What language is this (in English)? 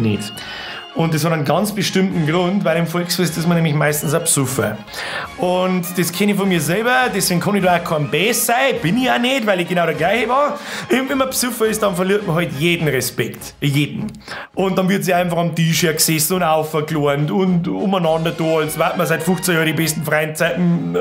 Bavarian